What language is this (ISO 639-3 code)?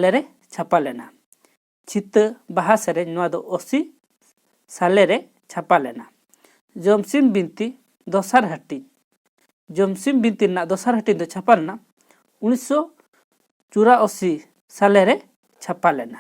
sat